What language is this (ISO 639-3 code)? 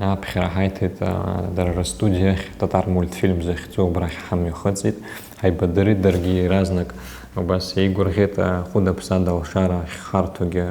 abk